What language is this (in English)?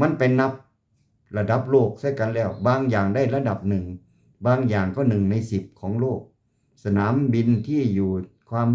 Lao